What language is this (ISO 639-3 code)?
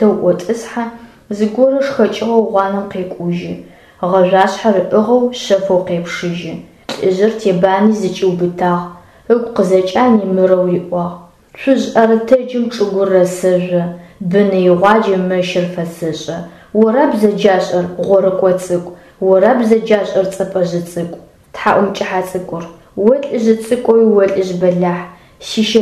ady